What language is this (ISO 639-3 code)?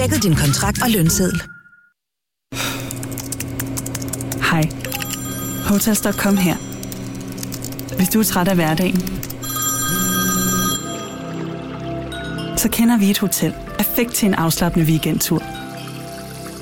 dan